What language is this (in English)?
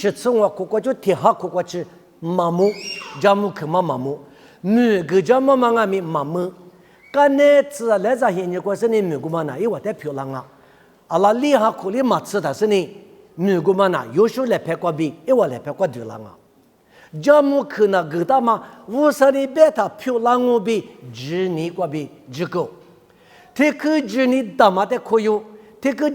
Lisu